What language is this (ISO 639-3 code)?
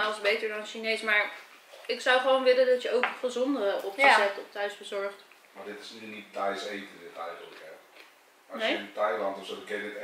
nld